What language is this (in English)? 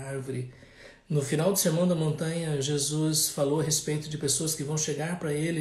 Portuguese